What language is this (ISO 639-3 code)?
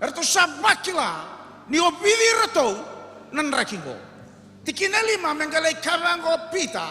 fij